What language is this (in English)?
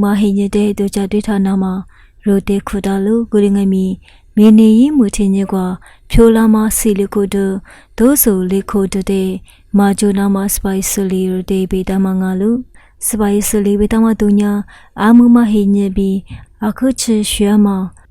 Lisu